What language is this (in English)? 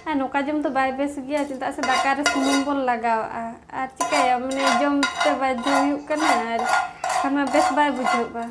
Santali